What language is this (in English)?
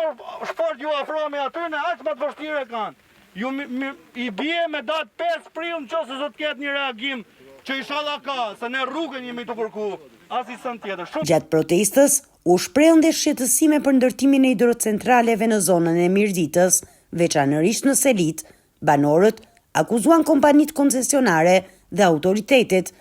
Albanian